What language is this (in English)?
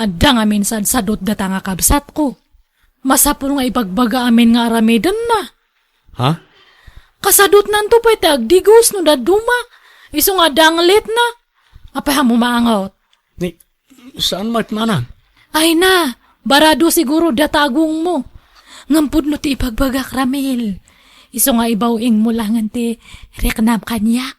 Iloko